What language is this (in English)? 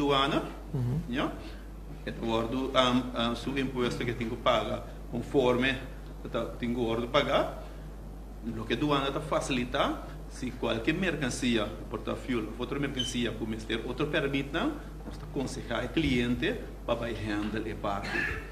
Papiamento